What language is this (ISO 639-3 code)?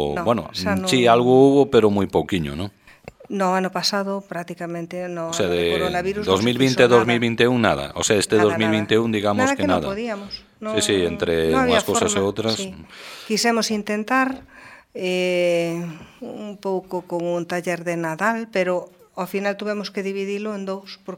glg